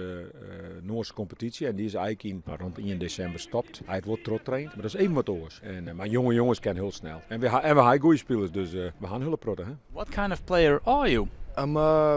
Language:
Western Frisian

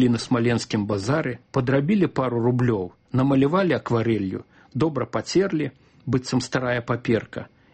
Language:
Belarusian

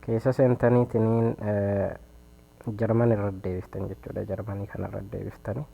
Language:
Oromo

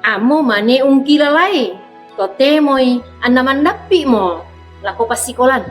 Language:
Toraja-Sa'dan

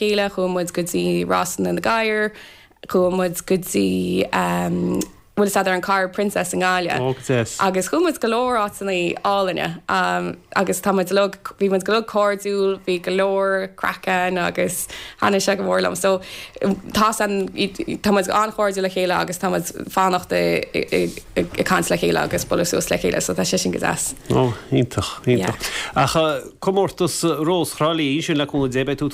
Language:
Irish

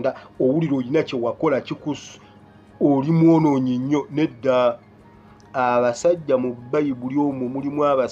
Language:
Ganda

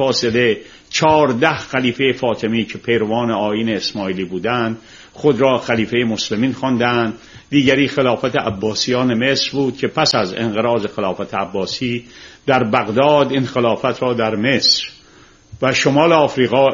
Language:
Persian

